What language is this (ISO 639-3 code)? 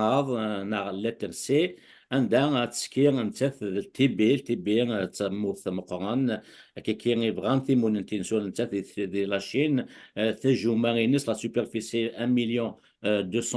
kab